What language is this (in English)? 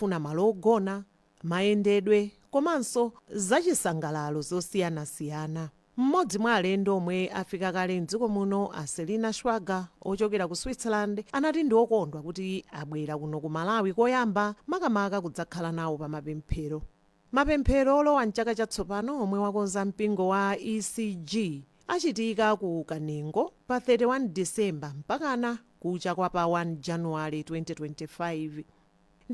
Nyanja